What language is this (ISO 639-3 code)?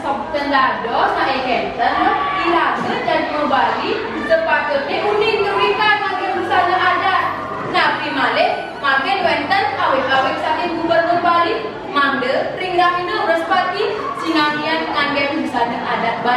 ban